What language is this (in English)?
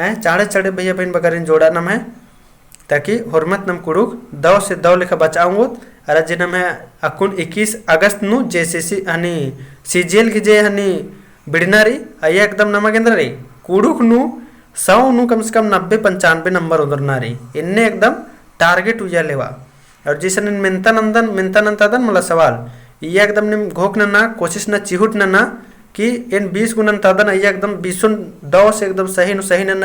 Kurukh